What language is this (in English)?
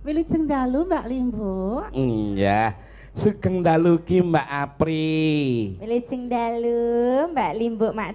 Javanese